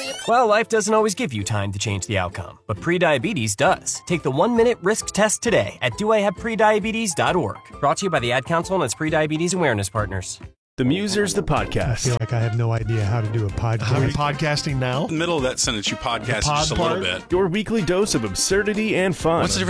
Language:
English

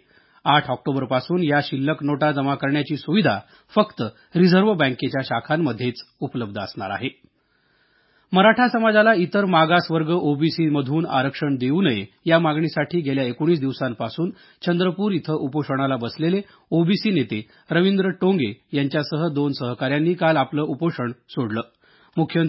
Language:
Marathi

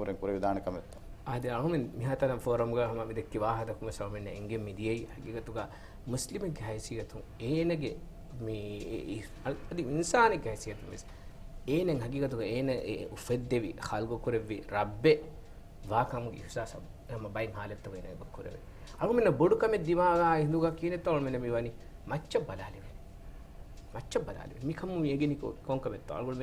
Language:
Divehi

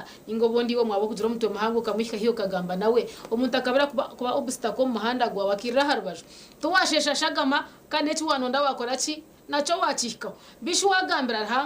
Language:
Nyankole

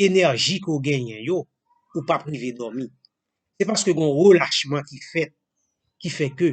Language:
Haitian Creole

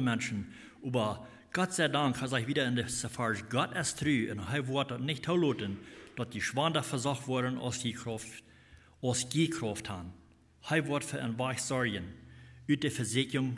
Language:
Plautdietsch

